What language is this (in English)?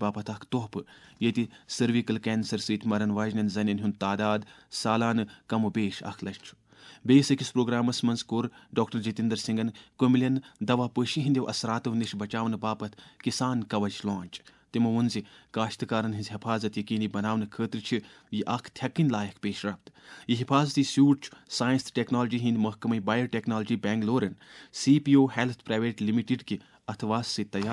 Kashmiri